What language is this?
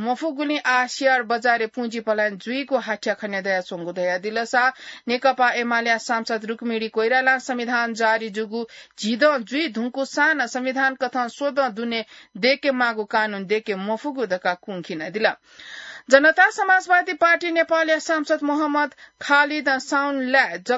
Newari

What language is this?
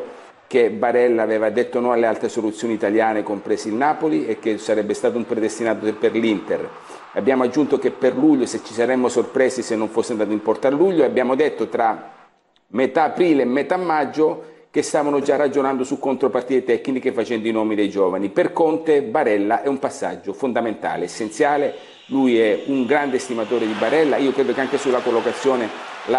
Italian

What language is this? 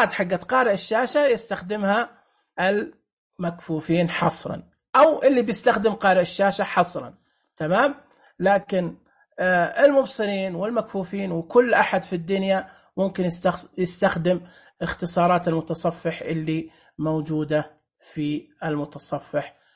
Najdi Arabic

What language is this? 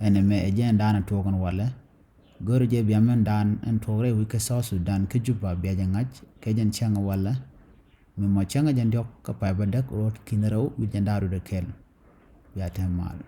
Nuer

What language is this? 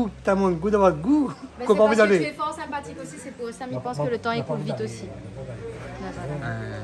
Réunion Creole French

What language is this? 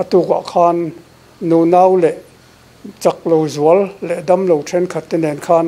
Mizo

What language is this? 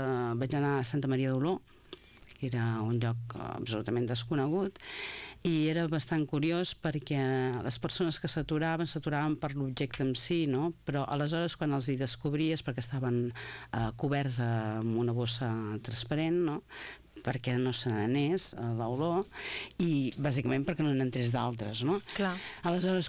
Catalan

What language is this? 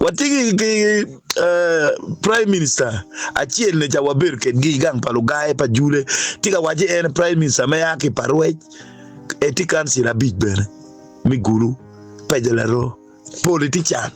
Acoli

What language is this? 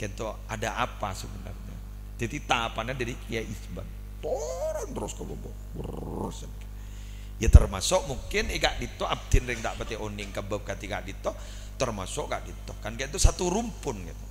Madurese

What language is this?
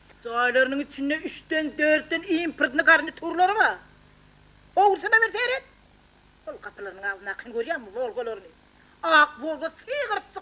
Turkmen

